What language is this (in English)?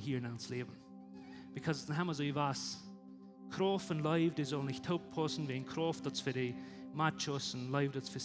Plautdietsch